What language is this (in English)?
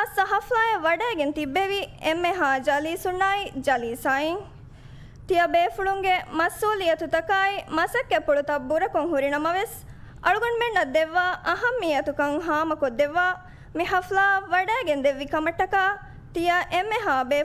Divehi